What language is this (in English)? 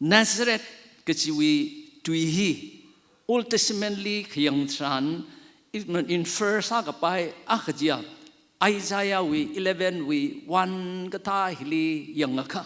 Tangkhul Naga (India)